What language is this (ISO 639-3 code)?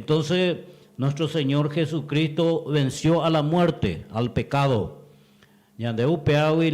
grn